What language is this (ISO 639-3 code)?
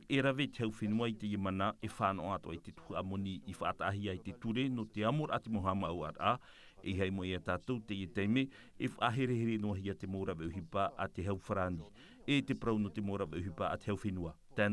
tah